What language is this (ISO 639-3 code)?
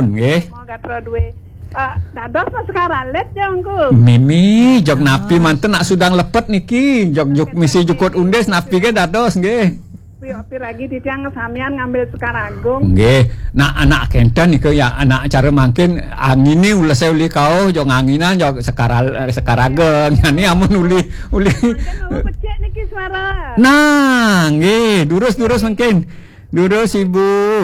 ban